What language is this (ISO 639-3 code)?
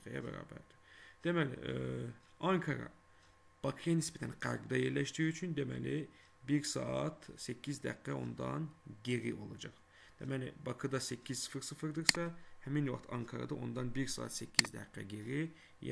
aze